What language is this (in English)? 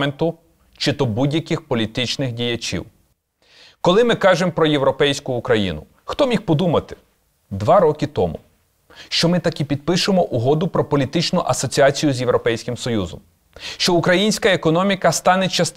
Ukrainian